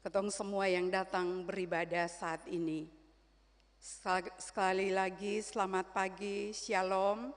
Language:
Ambonese Malay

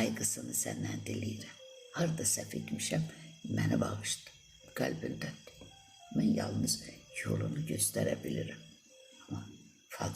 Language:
Azerbaijani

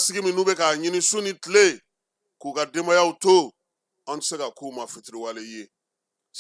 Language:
Bambara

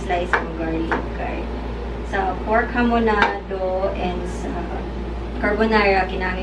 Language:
Cebuano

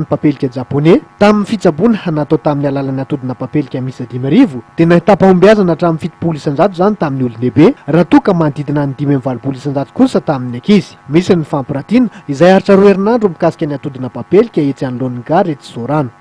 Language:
Malagasy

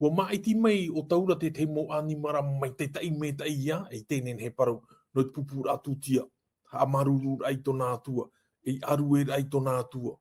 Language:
Tahitian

